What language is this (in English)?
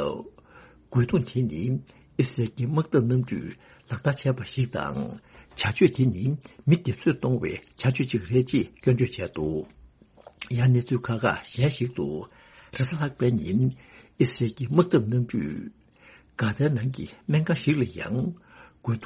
Tibetan